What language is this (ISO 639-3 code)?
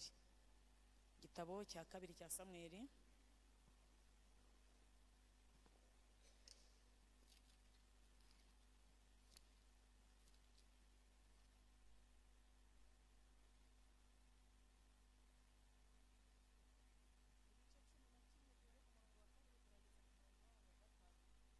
kin